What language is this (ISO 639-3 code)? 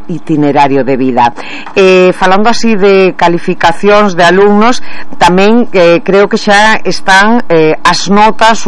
glg